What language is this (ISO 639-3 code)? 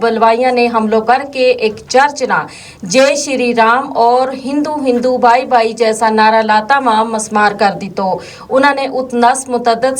gju